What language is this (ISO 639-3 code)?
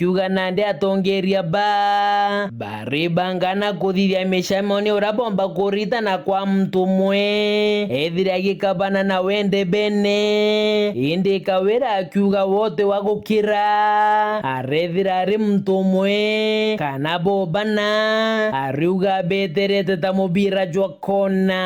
mer